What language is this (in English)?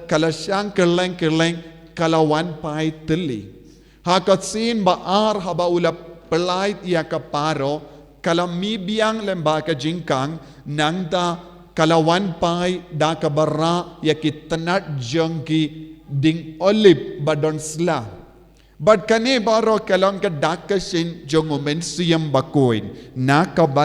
Khasi